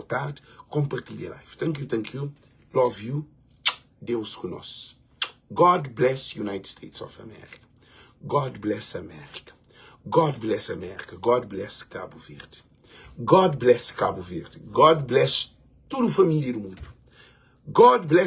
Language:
Kabuverdianu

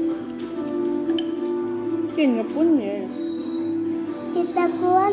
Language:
Lao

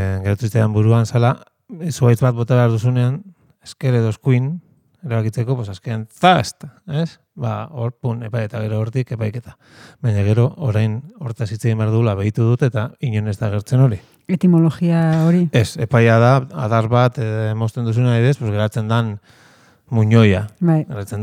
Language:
Basque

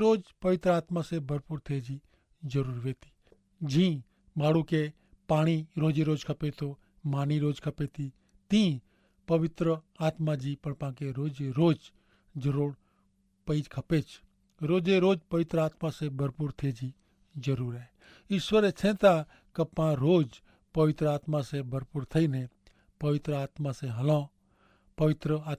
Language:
Kachhi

